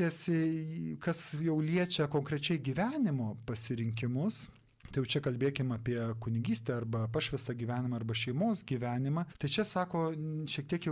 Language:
Lithuanian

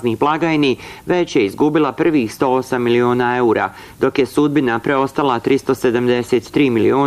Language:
Bosnian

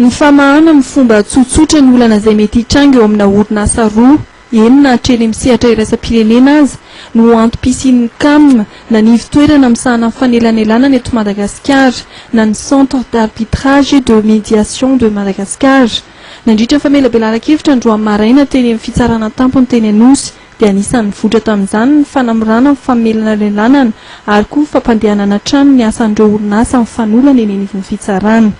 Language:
Malagasy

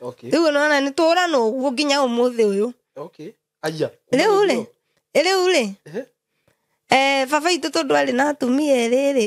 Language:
Kikuyu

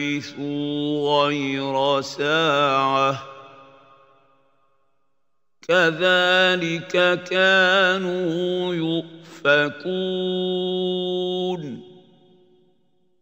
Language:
Arabic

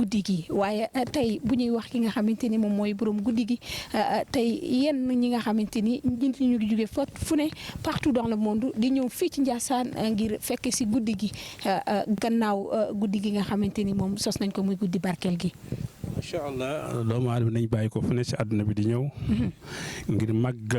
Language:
Wolof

